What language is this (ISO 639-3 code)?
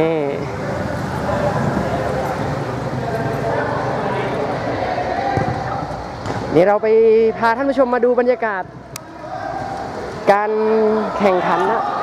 tha